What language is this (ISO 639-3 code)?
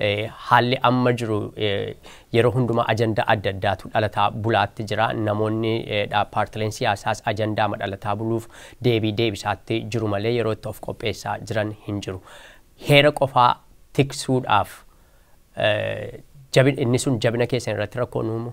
orm